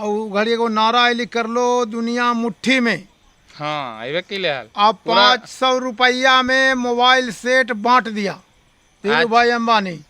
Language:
Magahi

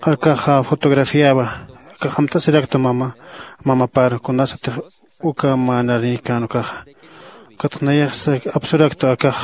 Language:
Aymara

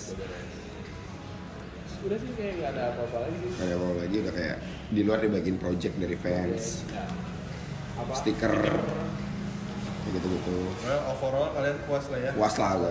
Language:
Indonesian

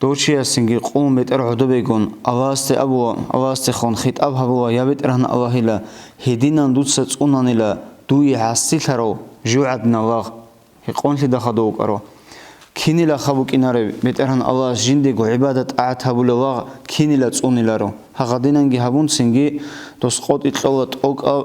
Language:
Avaric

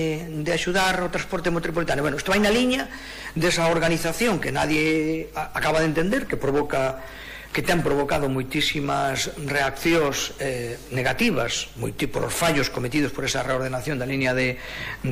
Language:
Galician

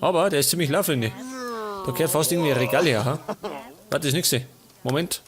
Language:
Bavarian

